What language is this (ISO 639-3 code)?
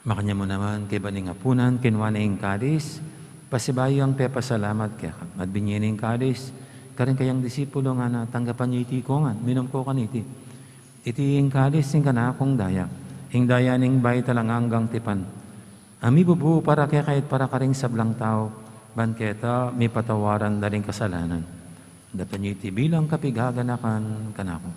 pam